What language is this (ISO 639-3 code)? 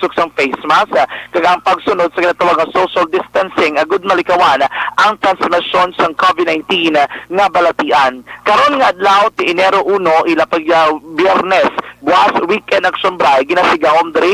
hil